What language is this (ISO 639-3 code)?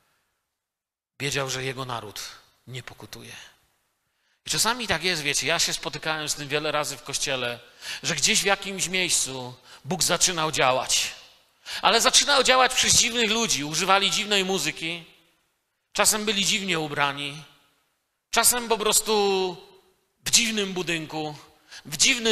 pol